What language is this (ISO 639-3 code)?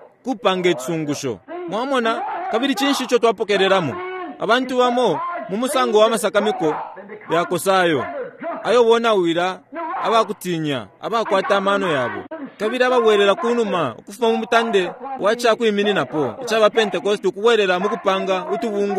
bem